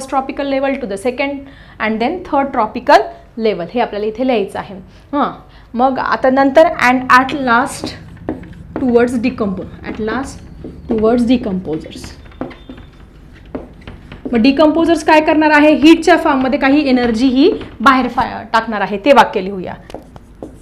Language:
Marathi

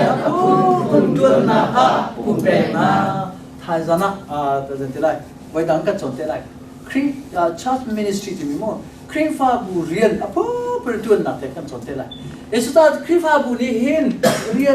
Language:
Hakha Chin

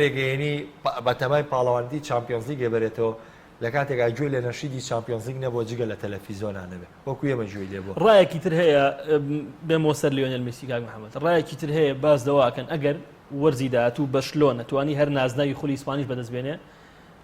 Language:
Central Kurdish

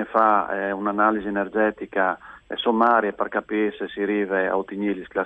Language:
Friulian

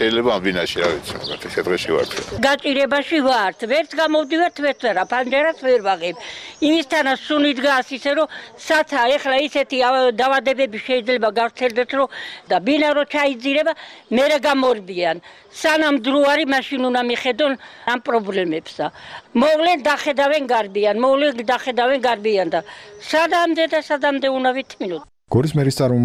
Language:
Georgian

